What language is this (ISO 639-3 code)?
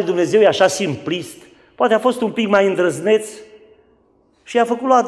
ron